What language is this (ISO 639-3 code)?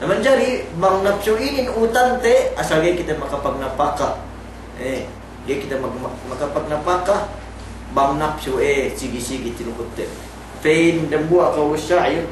yka